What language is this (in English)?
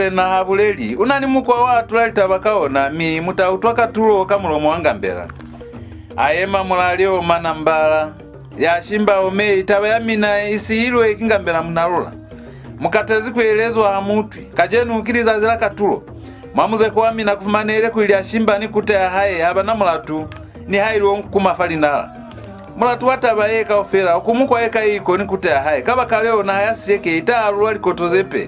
Lozi